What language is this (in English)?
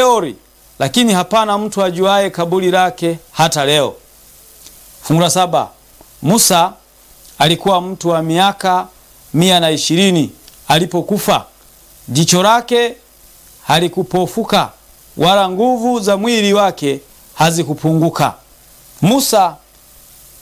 Swahili